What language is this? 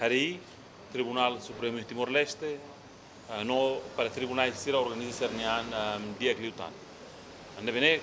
Tetum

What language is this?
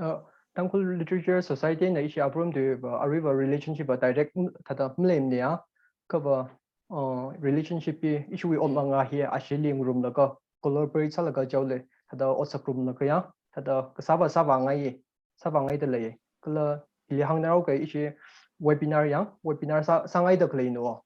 Tangkhul Naga (India)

